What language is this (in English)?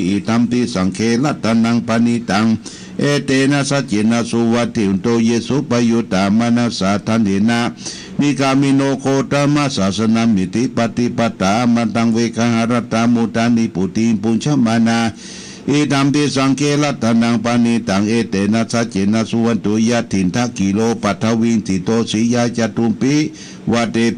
Pali